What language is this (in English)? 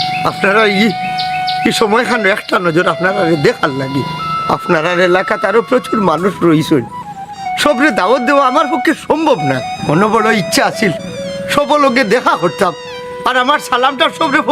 Sylheti